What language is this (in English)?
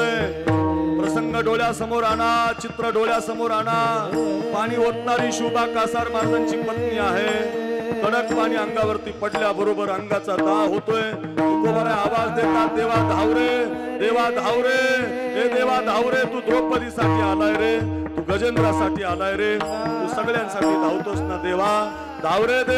Marathi